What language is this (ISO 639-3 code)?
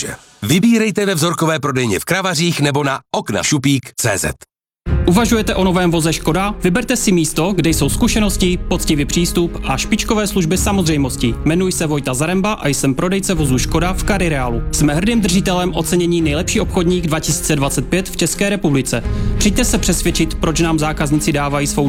ces